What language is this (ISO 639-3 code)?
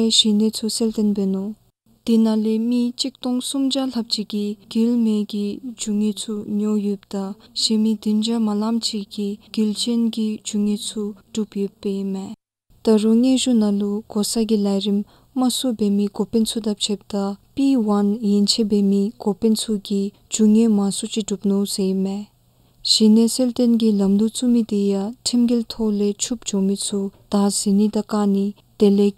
dzo